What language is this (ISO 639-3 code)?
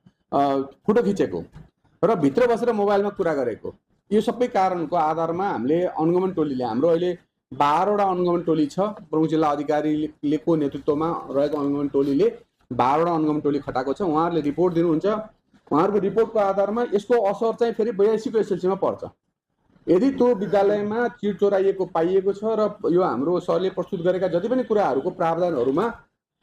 nep